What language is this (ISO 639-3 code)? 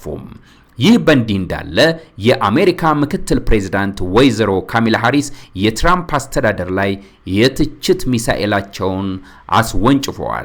amh